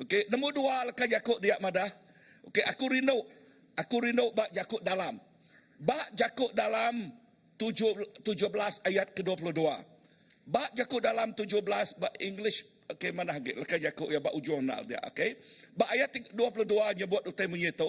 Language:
Iban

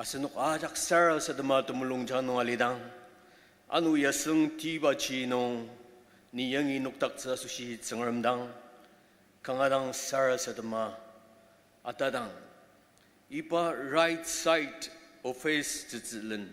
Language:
Ao Naga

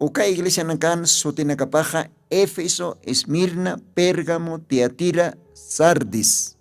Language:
Aymara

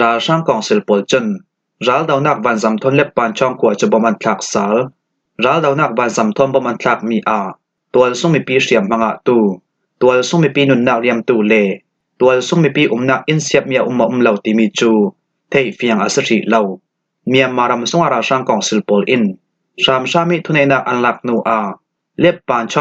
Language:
Falam Chin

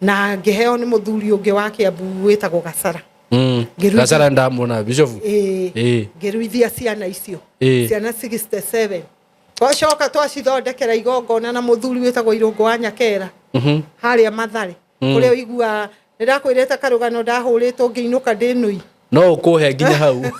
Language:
Kikuyu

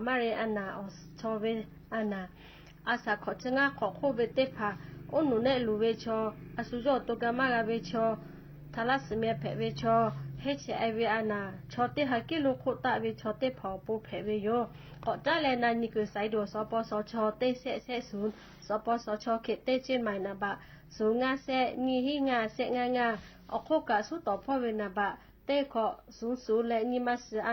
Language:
Lahu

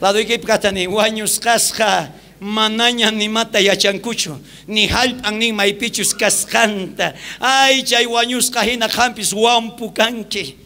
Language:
South Bolivian Quechua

